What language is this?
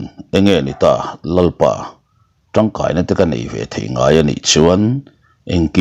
Mizo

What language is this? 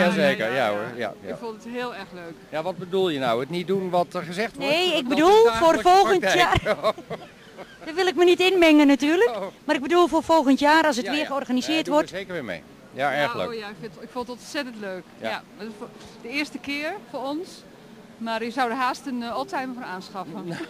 Dutch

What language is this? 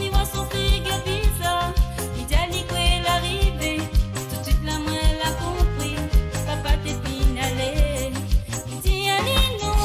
Morisyen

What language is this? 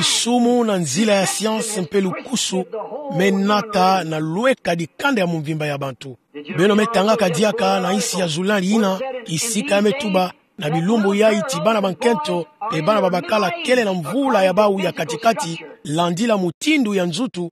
Kituba (Democratic Republic of Congo)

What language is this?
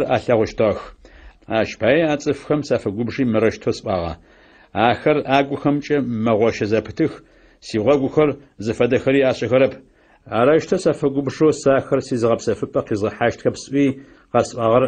Adyghe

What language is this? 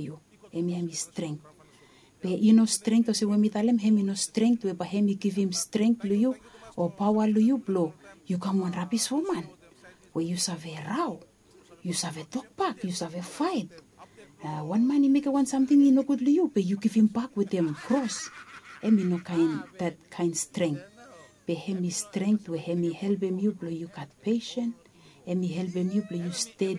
Bislama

